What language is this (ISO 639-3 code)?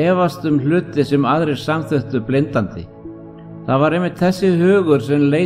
isl